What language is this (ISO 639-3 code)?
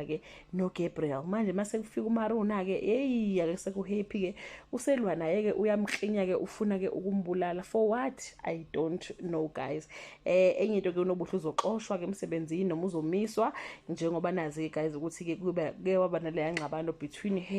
zul